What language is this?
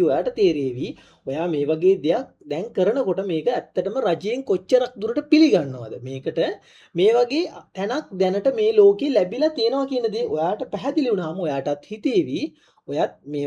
Sinhala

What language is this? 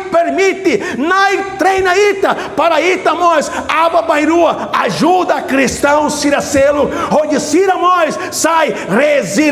Tetum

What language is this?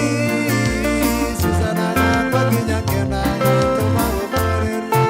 Meru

